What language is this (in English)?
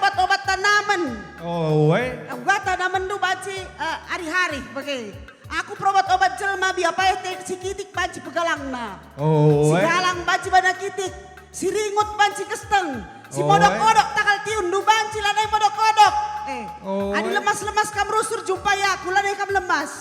Batak Karo